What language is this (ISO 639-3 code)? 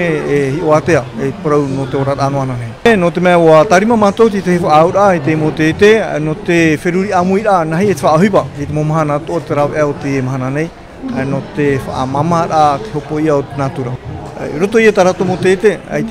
tah